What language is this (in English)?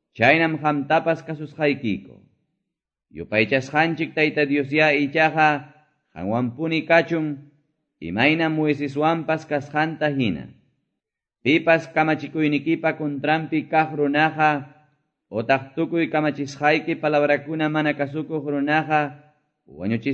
Quechua